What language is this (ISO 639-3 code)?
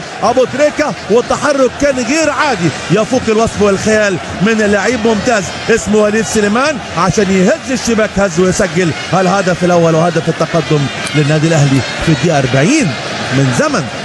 arz